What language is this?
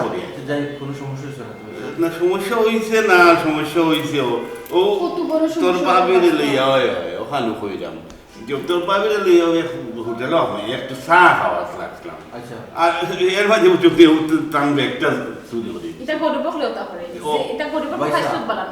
Sylheti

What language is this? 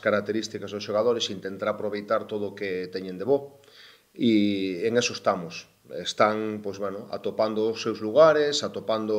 Galician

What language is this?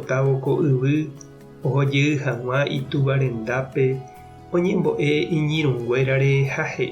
Guarani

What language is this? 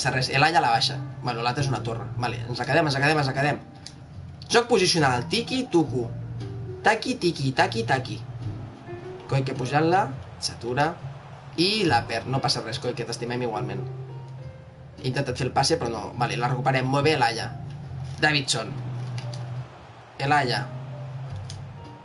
Catalan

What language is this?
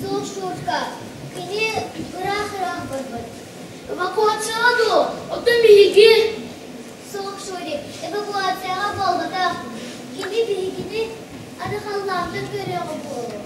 Yakut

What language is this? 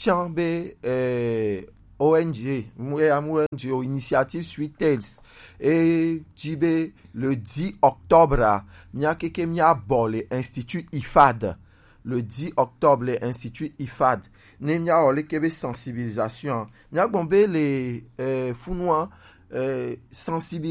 Gen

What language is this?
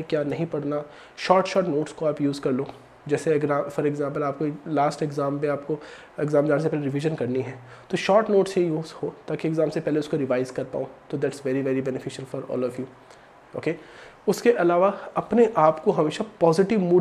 Hindi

